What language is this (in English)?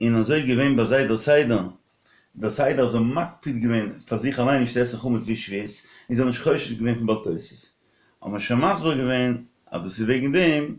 Yiddish